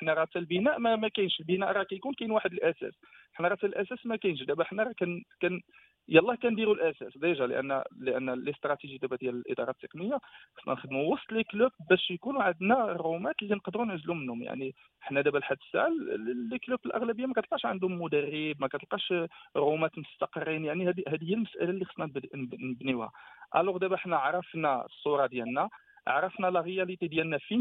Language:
Moroccan Arabic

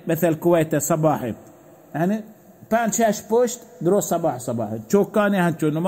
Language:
Baluchi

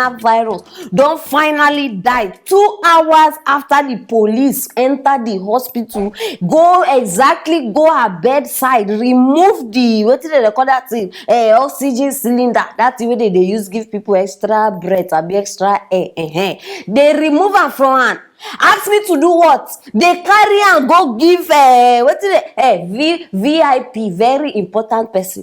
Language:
Nigerian Pidgin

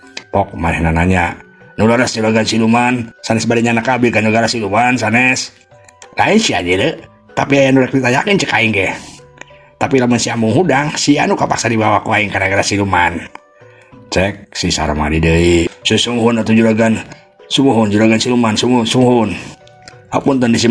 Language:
Sundanese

